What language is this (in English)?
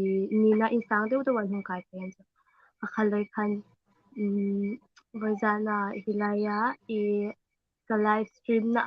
Hmar